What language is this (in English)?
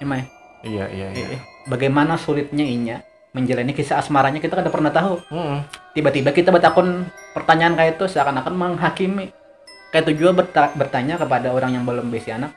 Banjar